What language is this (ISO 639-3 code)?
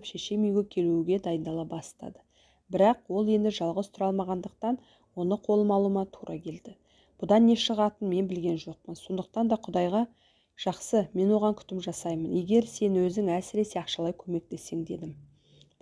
kaz